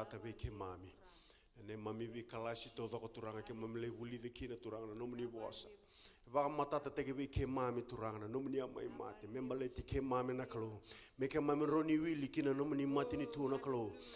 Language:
Fijian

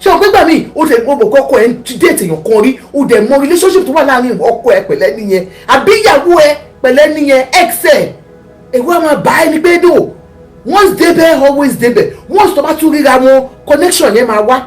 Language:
Yoruba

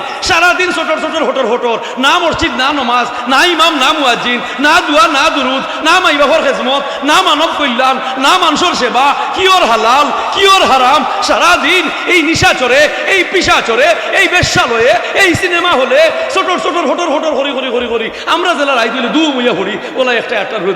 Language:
Sylheti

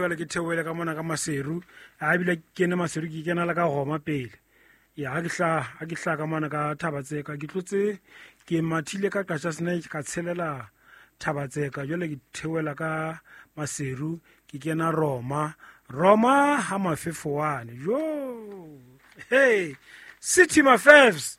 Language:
Southern Sotho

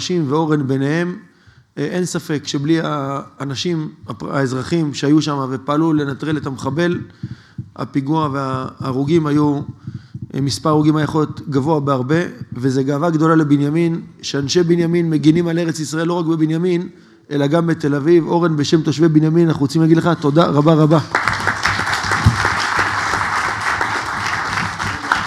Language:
Hebrew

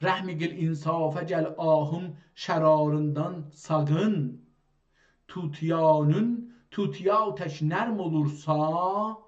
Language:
South Azerbaijani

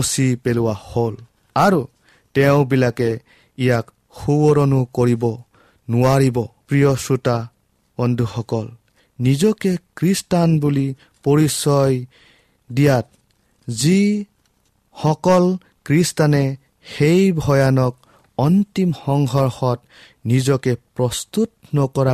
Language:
Assamese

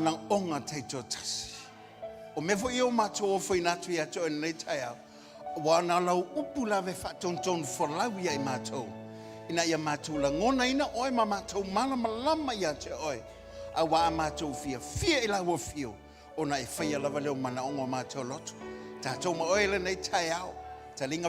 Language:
Samoan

